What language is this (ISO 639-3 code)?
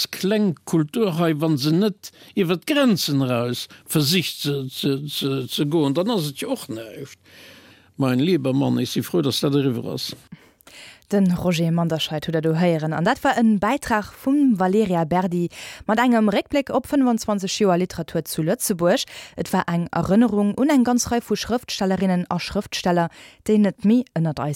ltz